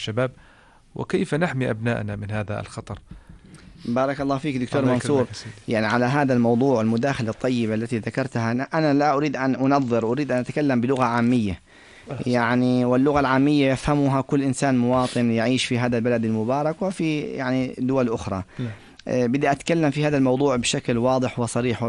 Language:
North Levantine Arabic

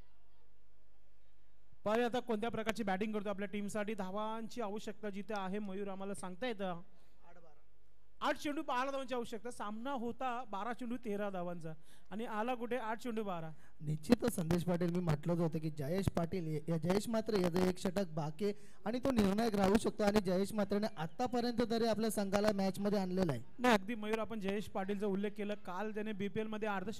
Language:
Marathi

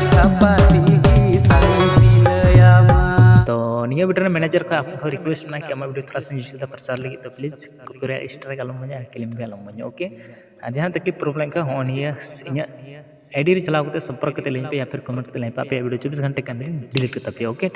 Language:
Santali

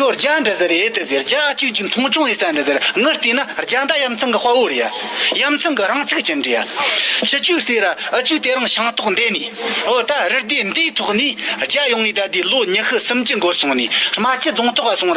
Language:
Tibetan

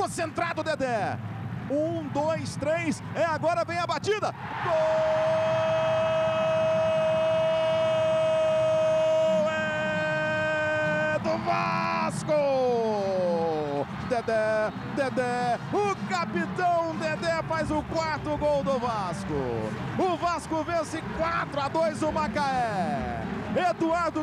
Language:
Portuguese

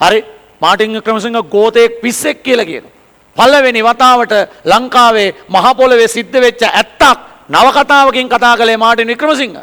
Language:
Sinhala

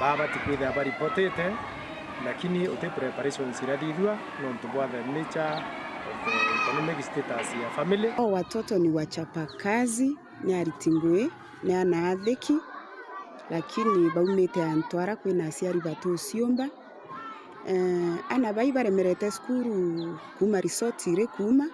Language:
Meru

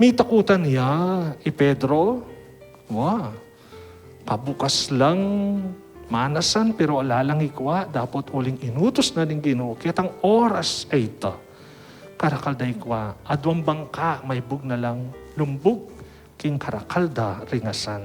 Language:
Pampanga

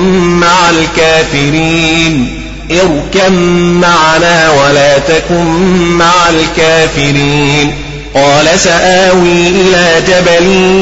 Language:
Arabic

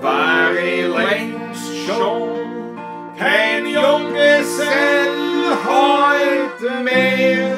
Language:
Bavarian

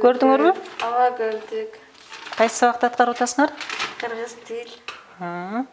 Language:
Kyrgyz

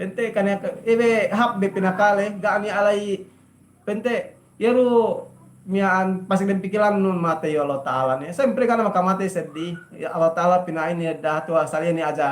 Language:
Yakan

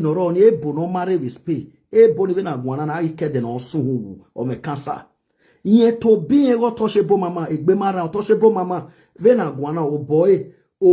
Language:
Nigerian Pidgin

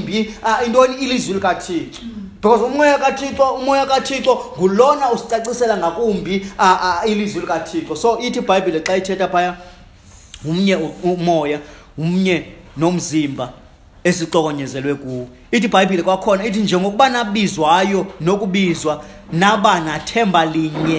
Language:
Xhosa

